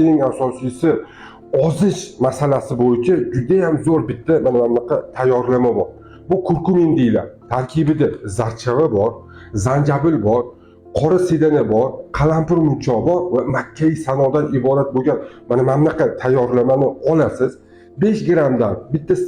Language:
Uzbek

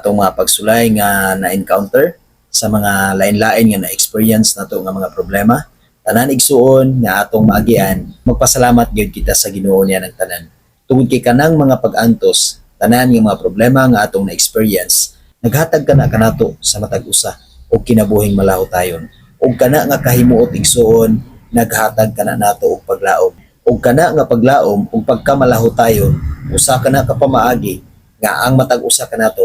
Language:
Cebuano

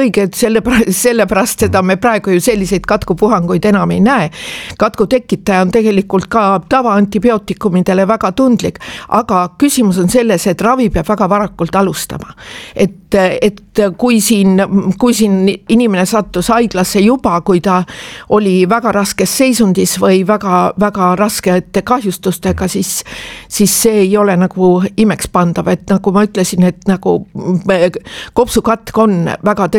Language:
Estonian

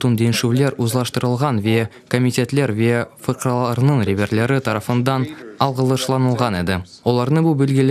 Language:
Crimean Tatar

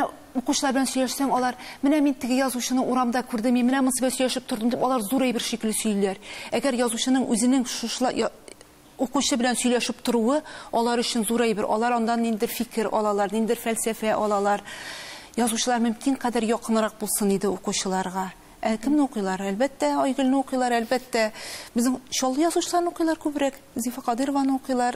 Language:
Tatar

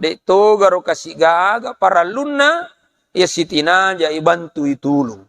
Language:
Buginese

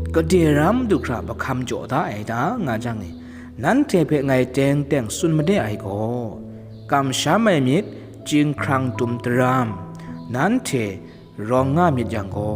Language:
Kachin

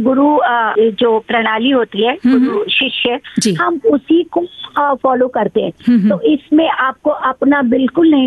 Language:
Hindi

